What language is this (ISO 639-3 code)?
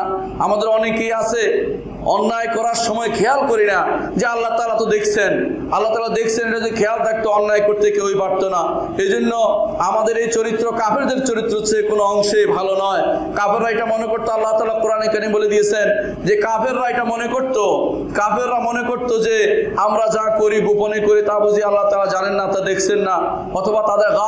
ben